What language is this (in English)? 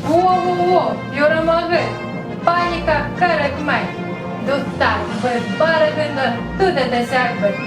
Bashkir